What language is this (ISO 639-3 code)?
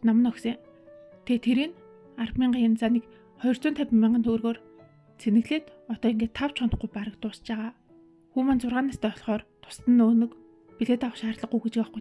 mon